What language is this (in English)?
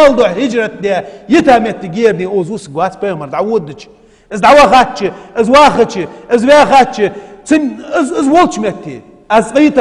Ingush